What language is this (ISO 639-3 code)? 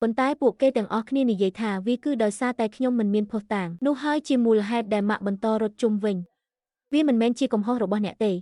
khm